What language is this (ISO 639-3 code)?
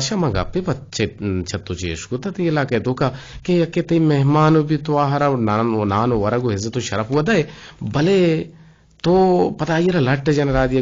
bgp